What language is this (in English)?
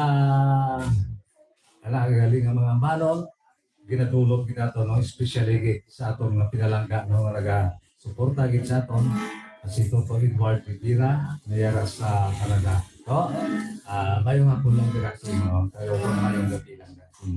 Hiligaynon